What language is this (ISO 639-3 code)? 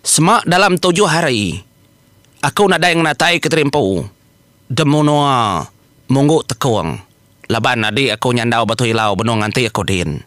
iba